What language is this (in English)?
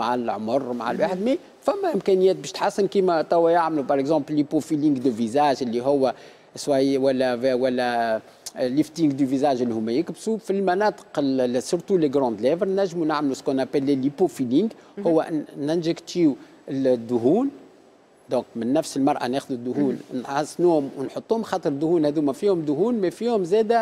Tunisian Arabic